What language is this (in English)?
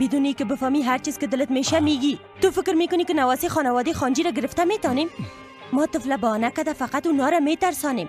Persian